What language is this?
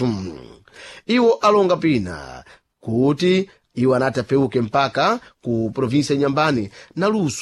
Sena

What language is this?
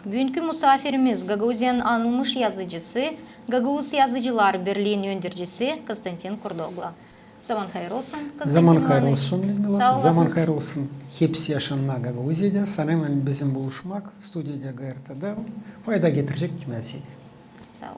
Gagauz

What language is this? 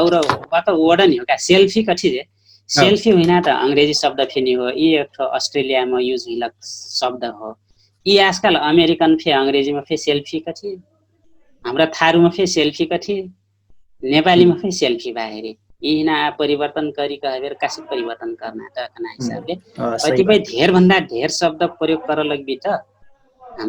Dangaura Tharu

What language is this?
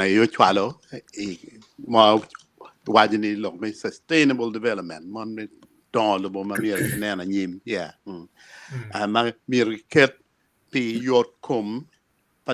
Acoli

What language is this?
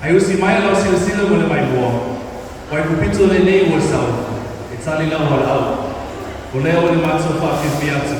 Samoan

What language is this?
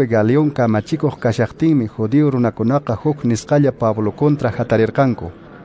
Quechua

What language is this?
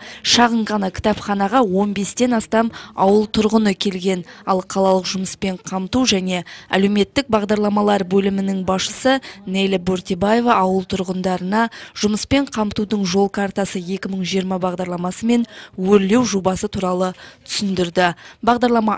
Kazakh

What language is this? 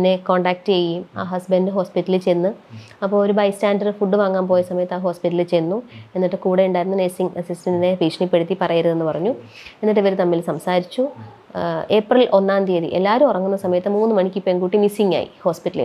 Malayalam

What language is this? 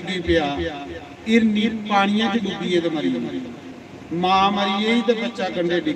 Dogri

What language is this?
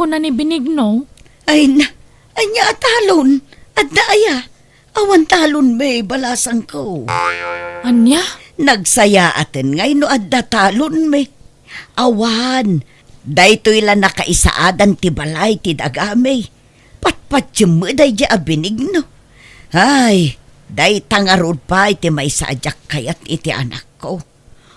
Iloko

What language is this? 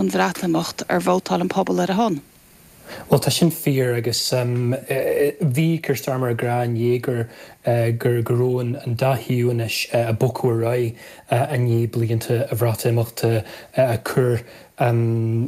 Irish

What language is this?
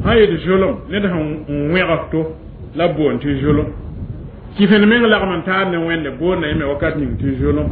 Mossi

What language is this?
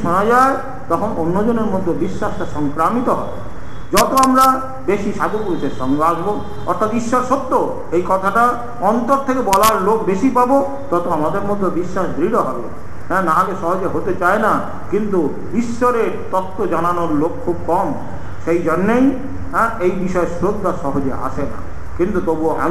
Bangla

